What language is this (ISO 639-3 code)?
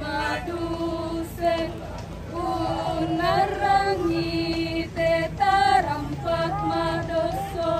sda